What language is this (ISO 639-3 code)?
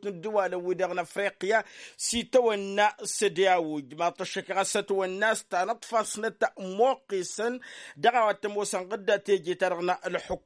taq